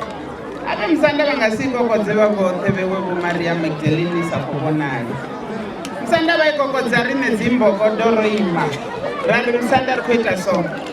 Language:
Venda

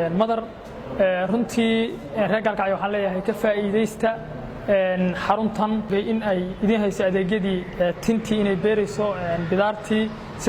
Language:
Somali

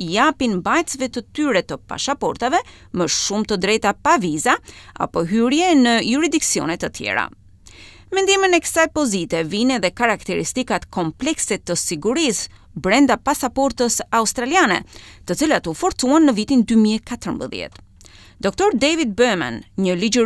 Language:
Albanian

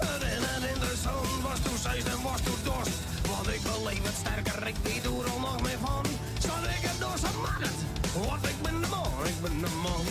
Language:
Western Frisian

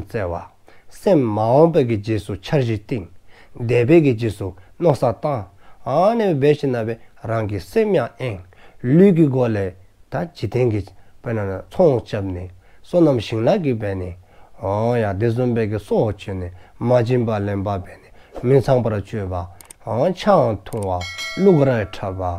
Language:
Dzongkha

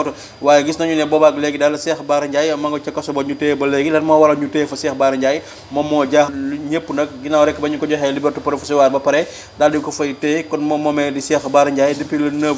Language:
Wolof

